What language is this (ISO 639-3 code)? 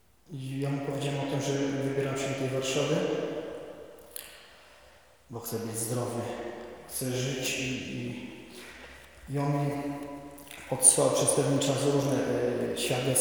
pol